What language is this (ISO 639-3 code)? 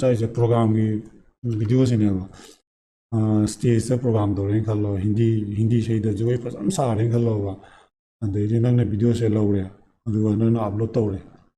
mni